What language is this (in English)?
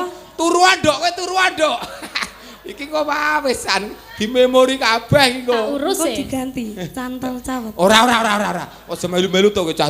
Javanese